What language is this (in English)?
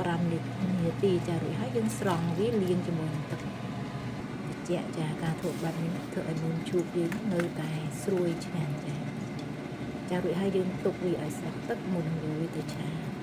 Khmer